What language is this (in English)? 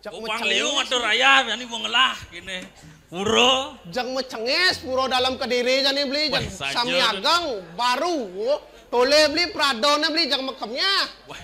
Balinese